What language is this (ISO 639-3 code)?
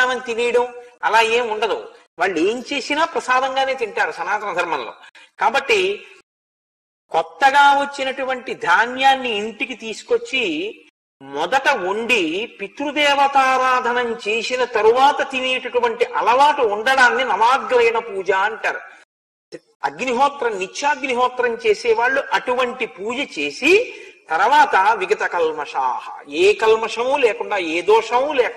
tel